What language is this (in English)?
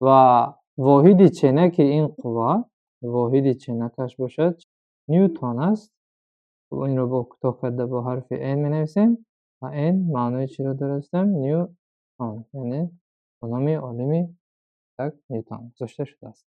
Tajik